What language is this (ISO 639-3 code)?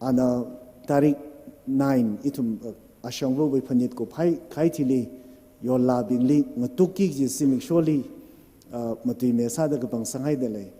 nmf